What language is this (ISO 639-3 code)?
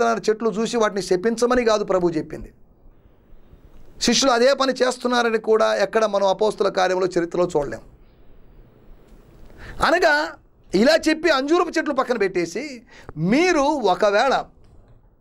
tel